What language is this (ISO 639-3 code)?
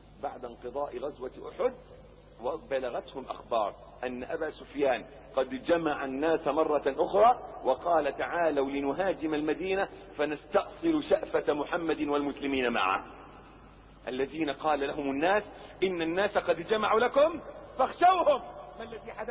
ara